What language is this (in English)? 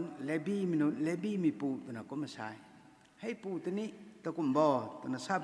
Rongmei Naga